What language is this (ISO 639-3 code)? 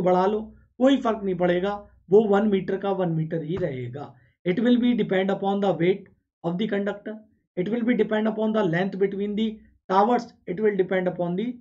hin